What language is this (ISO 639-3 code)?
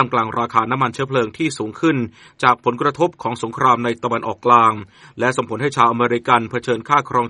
tha